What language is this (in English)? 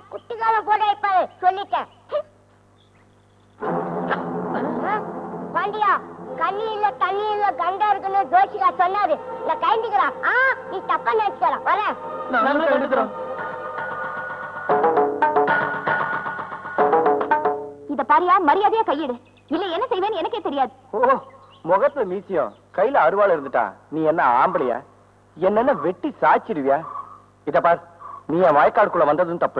Tamil